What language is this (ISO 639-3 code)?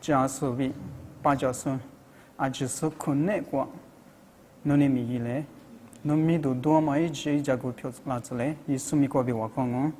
lis